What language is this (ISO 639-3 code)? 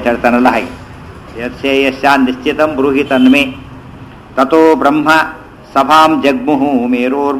kan